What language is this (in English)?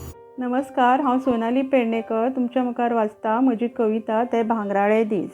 Konkani